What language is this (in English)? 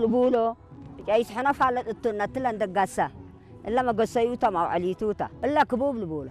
Tigrinya